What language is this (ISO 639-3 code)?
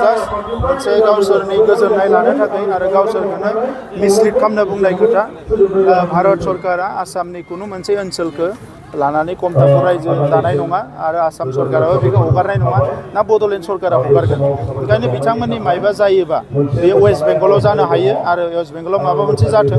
brx